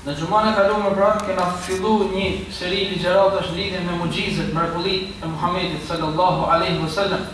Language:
Albanian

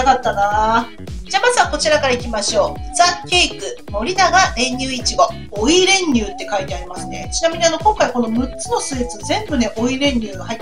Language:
Japanese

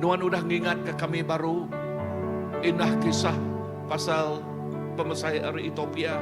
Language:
Iban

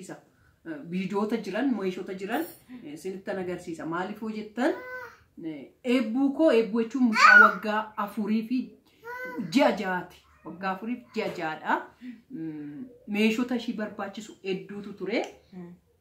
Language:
Oromo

